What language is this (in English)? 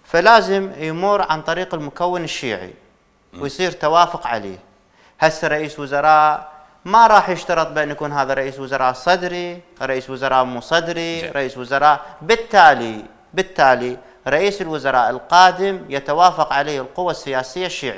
Mesopotamian Arabic